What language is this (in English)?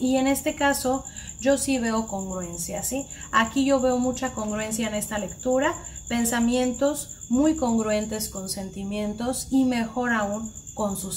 Spanish